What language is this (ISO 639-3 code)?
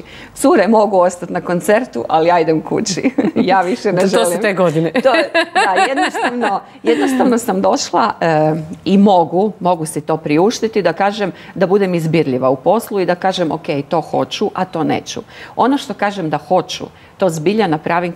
hrv